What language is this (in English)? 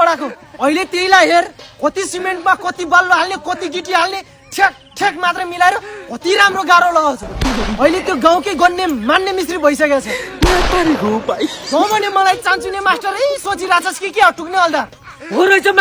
Nepali